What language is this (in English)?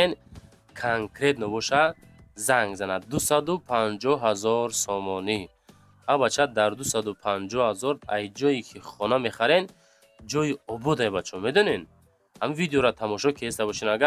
Tajik